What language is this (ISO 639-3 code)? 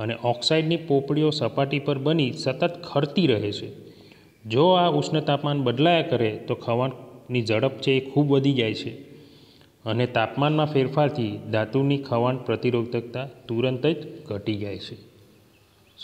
guj